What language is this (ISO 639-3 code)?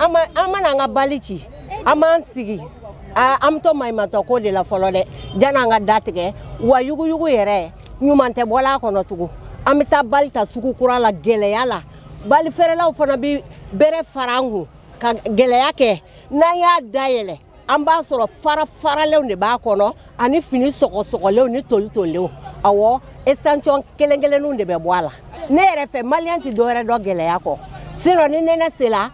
bam